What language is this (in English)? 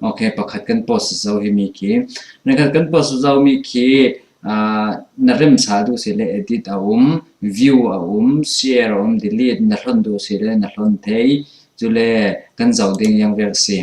Falam Chin